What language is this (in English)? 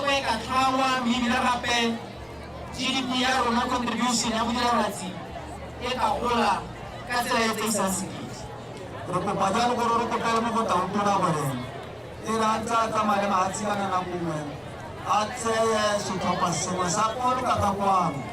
Tswana